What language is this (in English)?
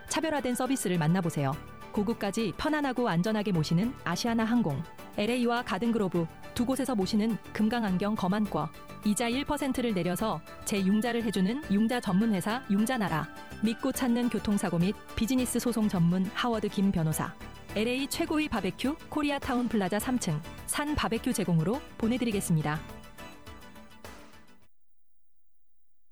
Korean